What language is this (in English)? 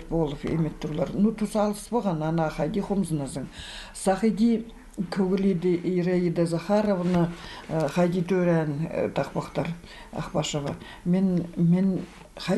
Khakas